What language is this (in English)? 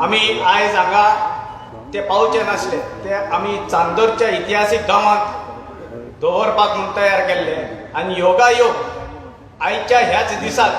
Konkani